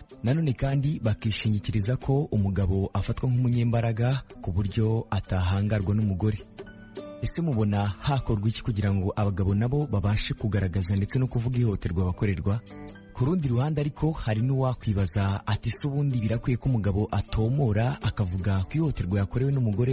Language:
Kinyarwanda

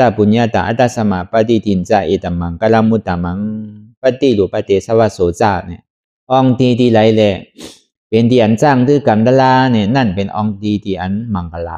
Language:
Shan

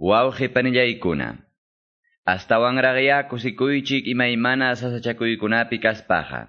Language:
Quechua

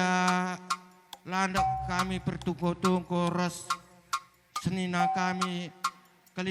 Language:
Batak Karo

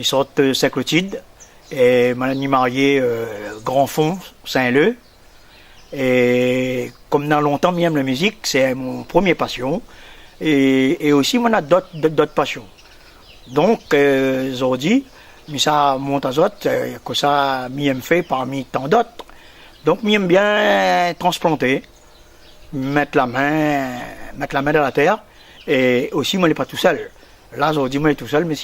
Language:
Réunion Creole French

